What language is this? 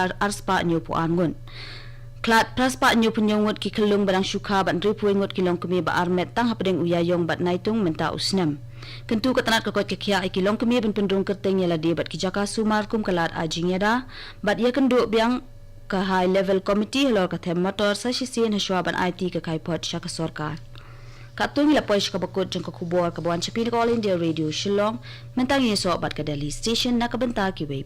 Khasi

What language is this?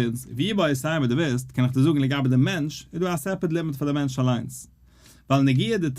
Yiddish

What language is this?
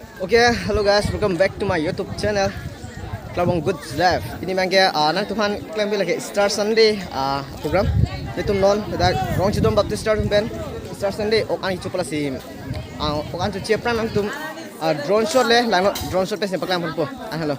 Karbi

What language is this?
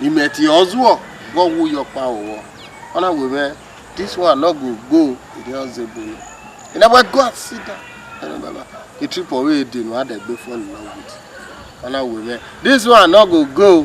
Bini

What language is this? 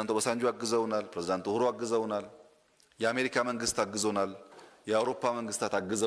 Amharic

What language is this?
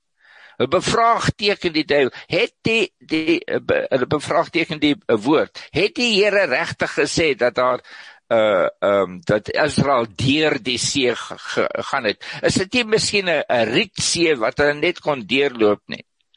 Afrikaans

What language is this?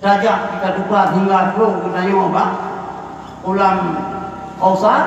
Achinese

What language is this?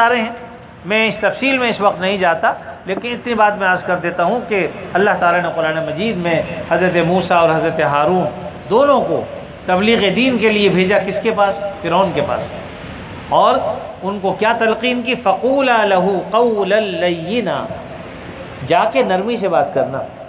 Urdu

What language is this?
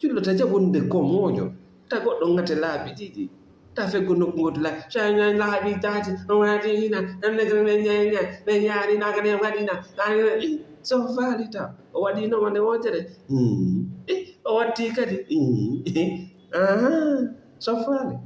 Fula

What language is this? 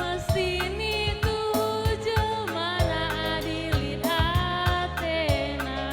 Batak Karo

